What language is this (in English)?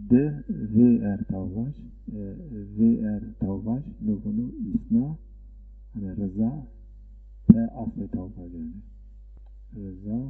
Zaza